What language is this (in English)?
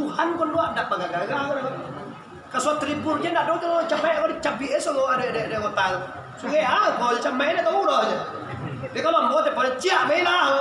Minangkabau